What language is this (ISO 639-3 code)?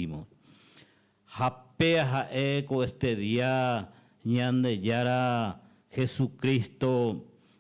grn